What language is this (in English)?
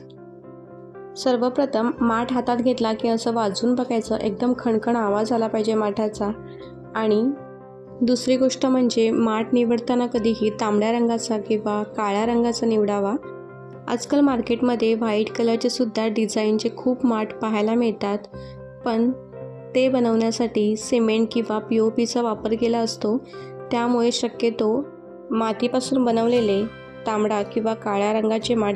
Marathi